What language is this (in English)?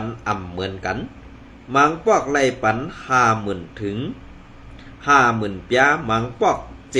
Shan